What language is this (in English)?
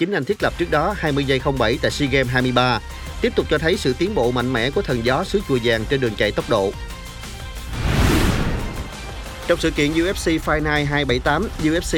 Vietnamese